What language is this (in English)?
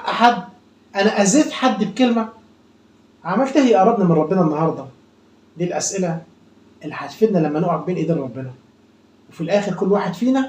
Egyptian Arabic